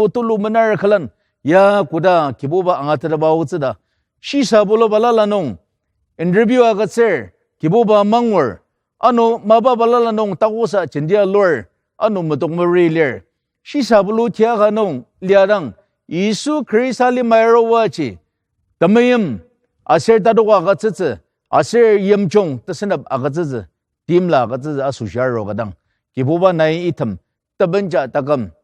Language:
Ao Naga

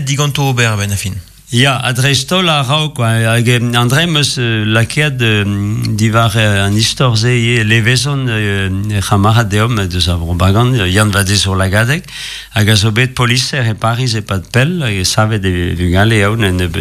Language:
Breton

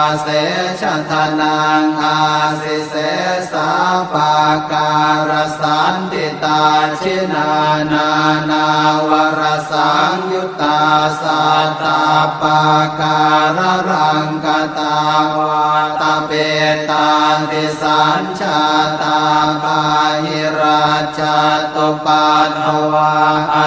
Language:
Pali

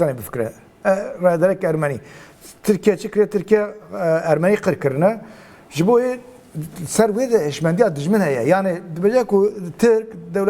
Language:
Kurdish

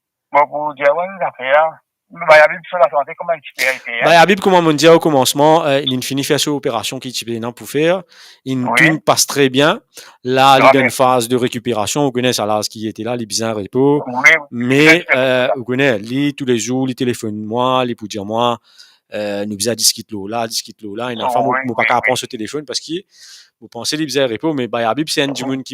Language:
Morisyen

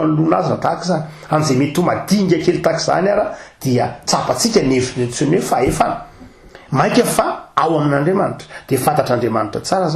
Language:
Malagasy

